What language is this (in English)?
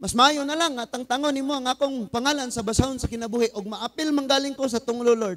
Cebuano